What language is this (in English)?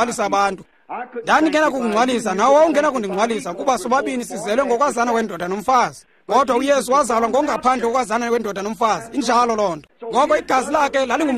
Xhosa